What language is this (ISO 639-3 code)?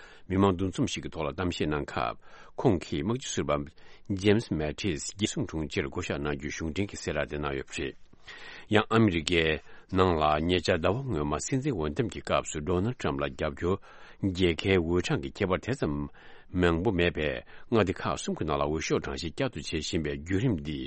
bod